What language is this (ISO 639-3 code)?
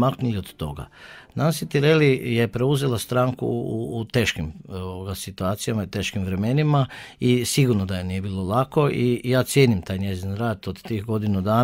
hrv